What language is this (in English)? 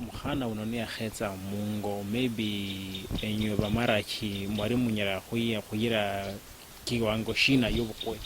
Luyia